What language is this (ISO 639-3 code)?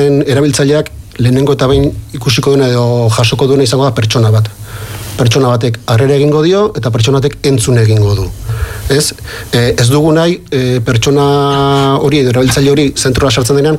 eus